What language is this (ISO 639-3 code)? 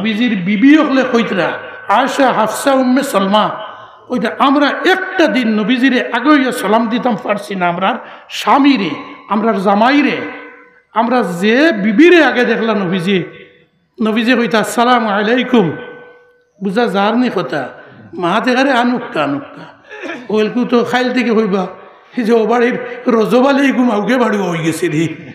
syl